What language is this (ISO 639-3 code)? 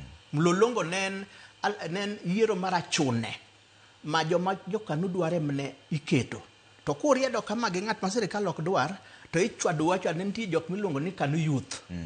luo